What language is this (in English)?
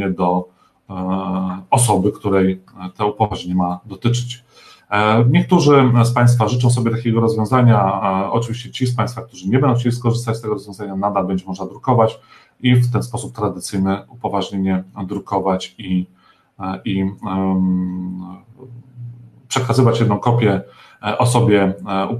Polish